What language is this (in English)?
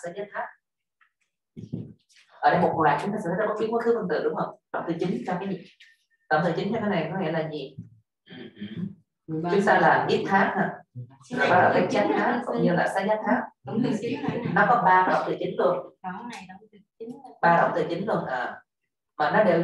Vietnamese